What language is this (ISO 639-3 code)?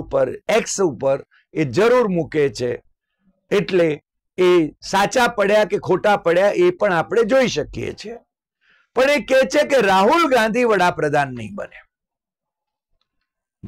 guj